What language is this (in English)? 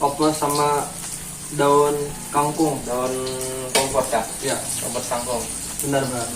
Banjar